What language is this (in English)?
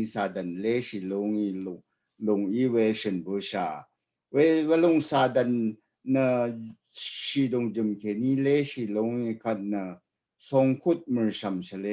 Rawang